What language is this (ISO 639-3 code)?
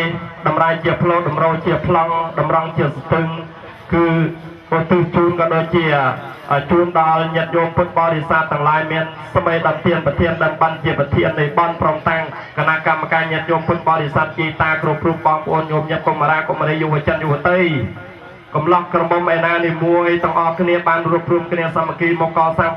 khm